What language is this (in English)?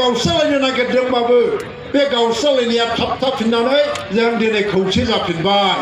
Bodo